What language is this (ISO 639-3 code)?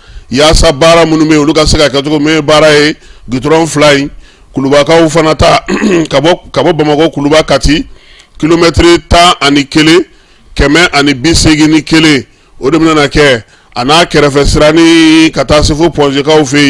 bam